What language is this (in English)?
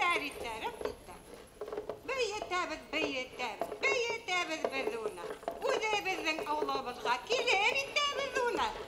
Bashkir